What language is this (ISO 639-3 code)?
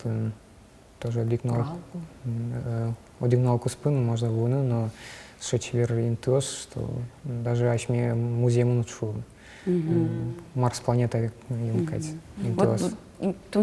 udm